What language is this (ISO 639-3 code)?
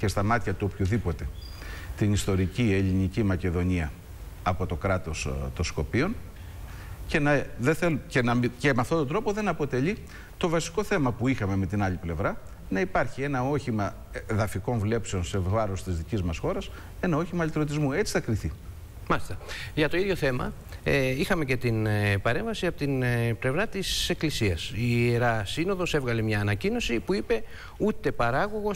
ell